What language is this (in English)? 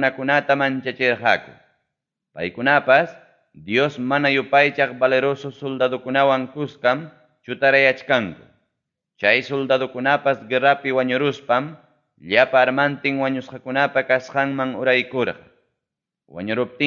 Ayacucho Quechua